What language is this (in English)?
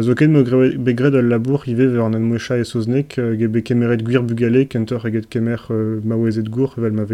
Breton